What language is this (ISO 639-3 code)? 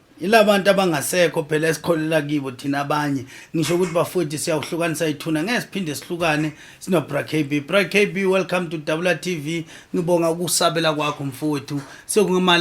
zul